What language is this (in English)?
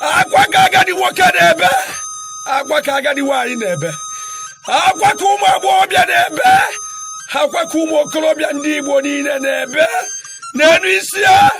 Igbo